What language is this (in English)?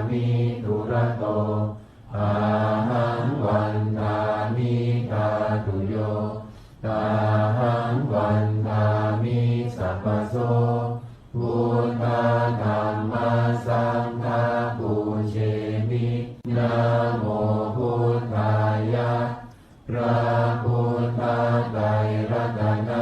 Pali